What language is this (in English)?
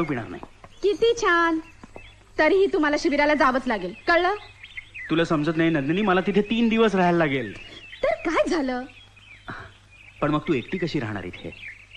Marathi